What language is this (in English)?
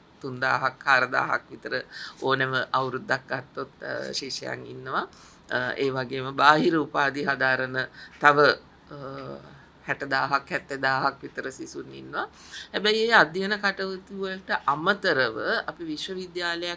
Sinhala